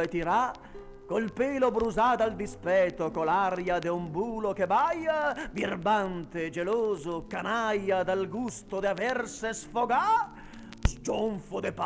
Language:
Venetian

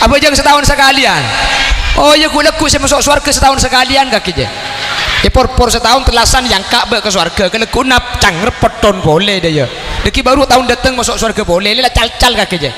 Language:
Madurese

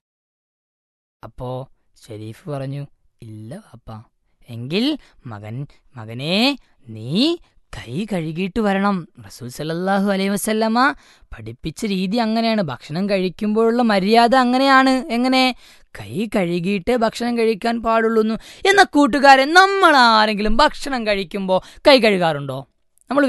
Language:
Malayalam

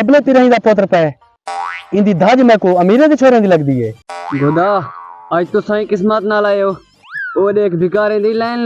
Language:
Saraiki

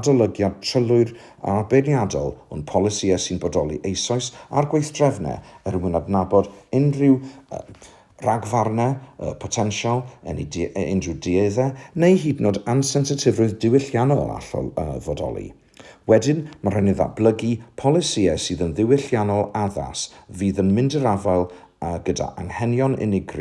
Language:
Welsh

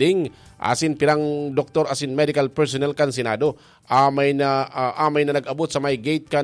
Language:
Bikol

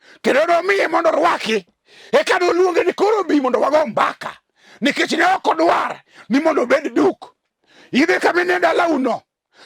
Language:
Luo (Kenya and Tanzania)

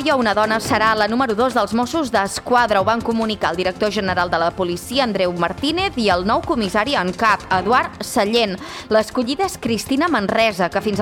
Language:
Catalan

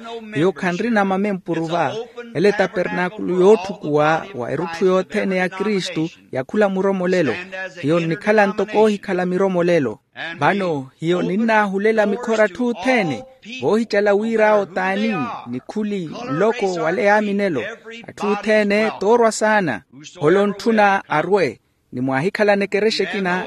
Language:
Makhuwa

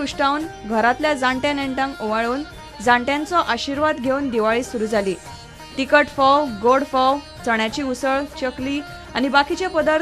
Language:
Konkani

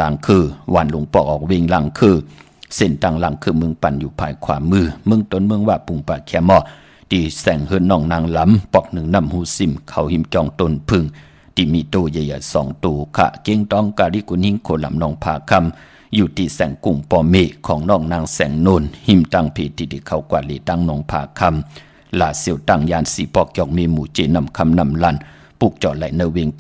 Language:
Shan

